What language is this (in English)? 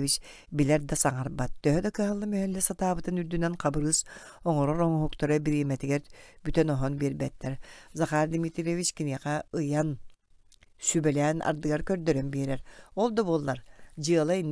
Yakut